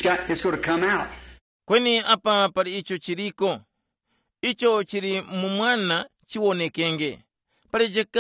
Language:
Tumbuka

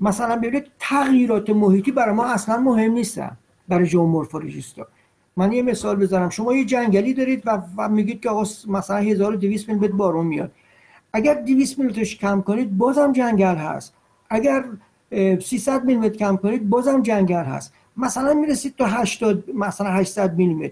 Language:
Persian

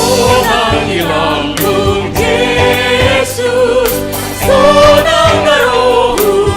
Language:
Batak Simalungun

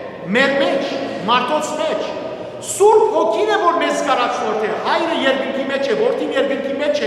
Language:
Western Armenian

